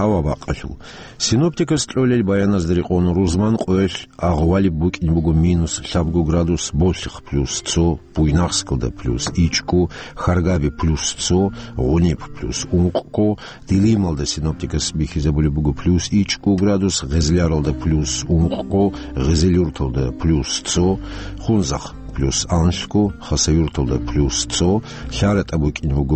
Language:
Avaric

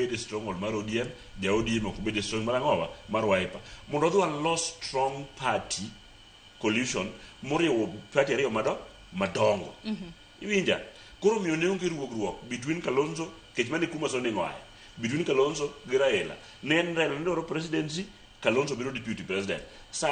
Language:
Luo (Kenya and Tanzania)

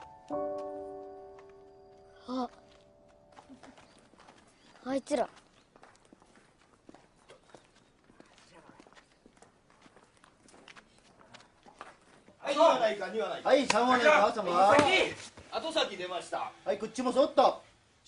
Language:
Japanese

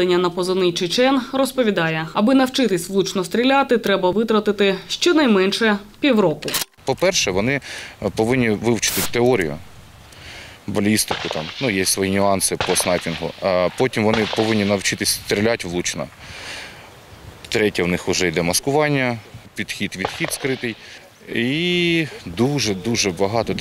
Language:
Ukrainian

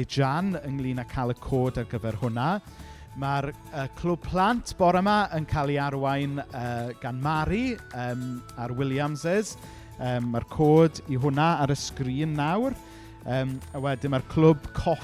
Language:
Welsh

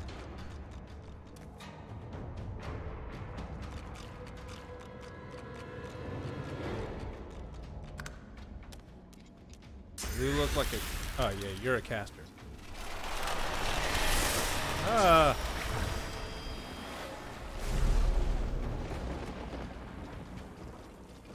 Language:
English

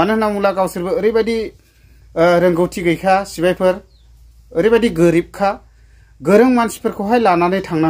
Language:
Bodo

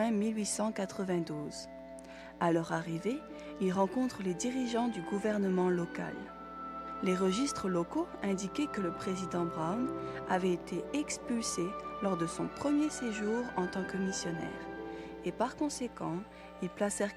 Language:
Tahitian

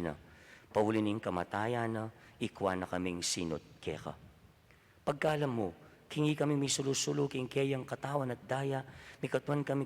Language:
Pampanga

